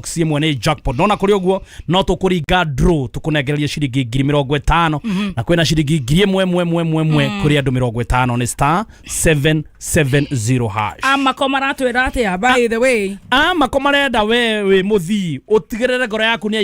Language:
Kikuyu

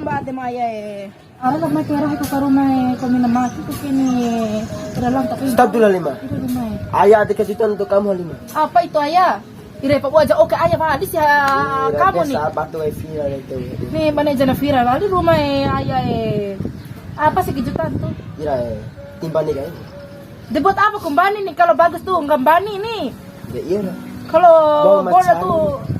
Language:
Bima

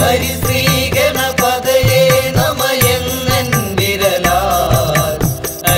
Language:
Malayalam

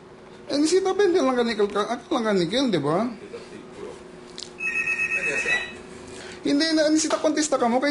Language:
Filipino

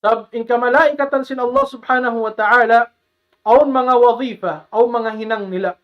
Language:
Tausug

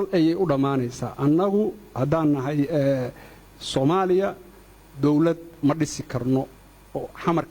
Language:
Somali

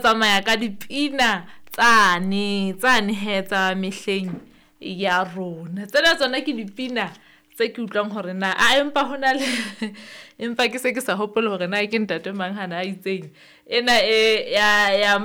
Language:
Southern Sotho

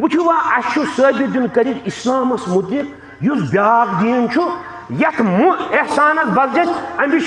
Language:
Kashmiri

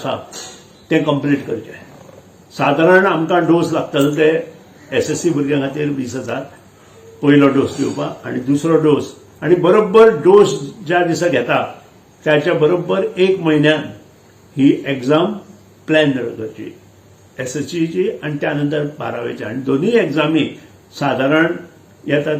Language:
Konkani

